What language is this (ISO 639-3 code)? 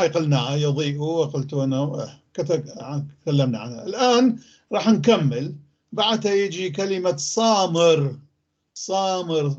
apc